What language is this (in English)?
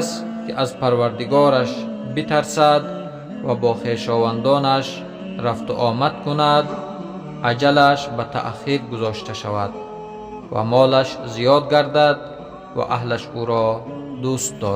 Tajik